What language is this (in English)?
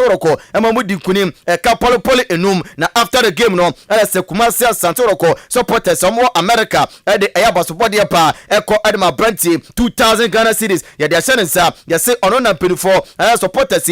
Akan